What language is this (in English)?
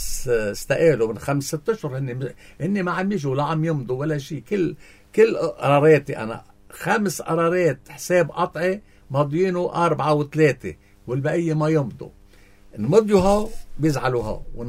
North Levantine Arabic